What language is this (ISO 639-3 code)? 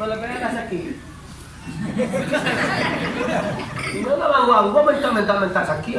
min